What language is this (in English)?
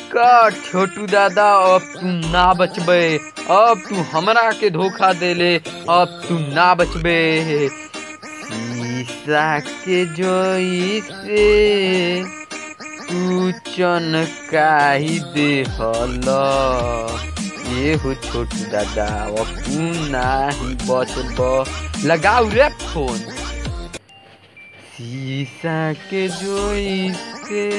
Bhojpuri